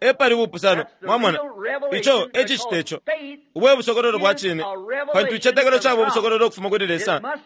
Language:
Bemba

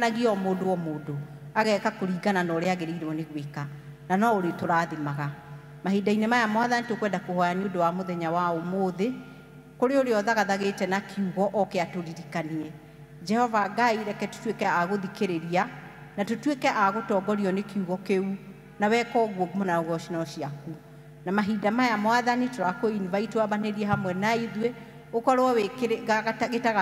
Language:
Kikuyu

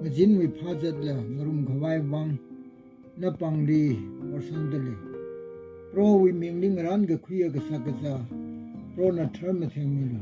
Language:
Tangkhul Naga (India)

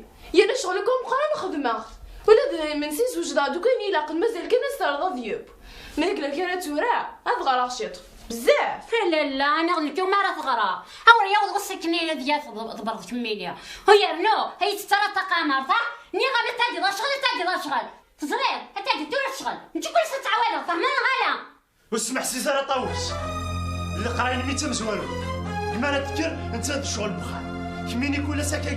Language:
Kabyle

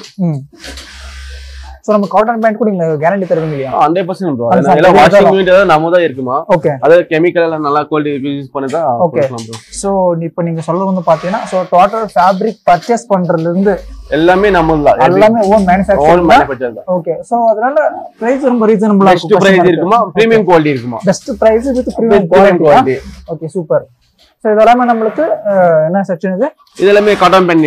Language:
Tamil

